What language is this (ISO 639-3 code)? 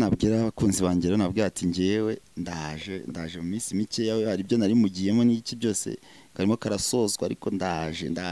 kin